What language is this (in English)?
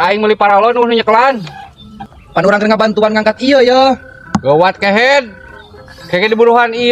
Sundanese